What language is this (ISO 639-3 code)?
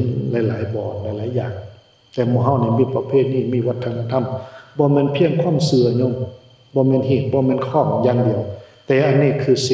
tts